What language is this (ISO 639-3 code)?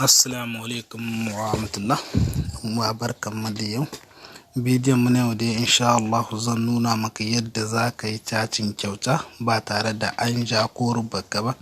hau